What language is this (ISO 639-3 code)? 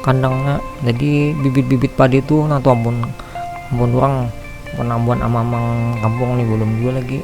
bjn